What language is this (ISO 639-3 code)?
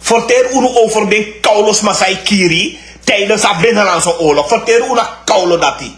srn